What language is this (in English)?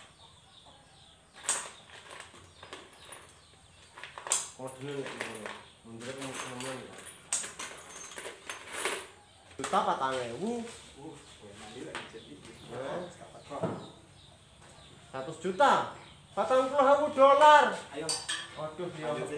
Indonesian